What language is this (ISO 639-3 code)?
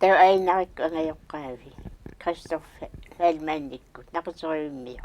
kal